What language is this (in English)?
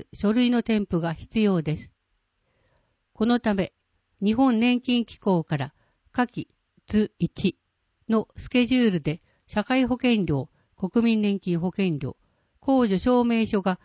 Japanese